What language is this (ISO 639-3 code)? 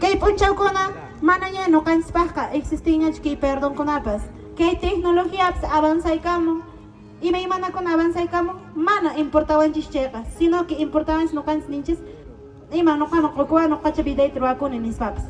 que